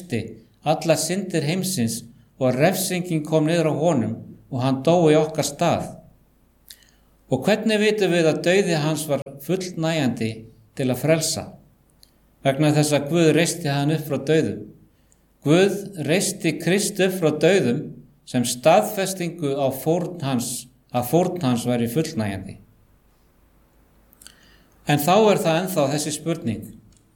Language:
Icelandic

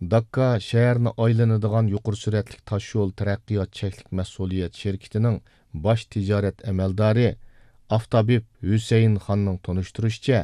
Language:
Uyghur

